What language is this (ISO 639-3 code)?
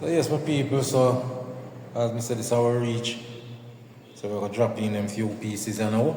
jam